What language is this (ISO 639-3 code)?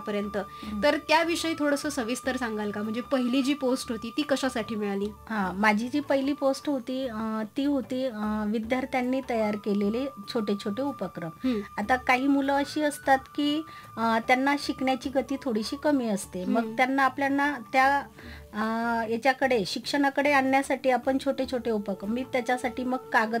mar